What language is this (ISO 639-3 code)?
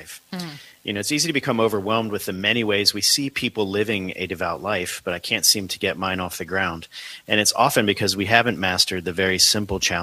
eng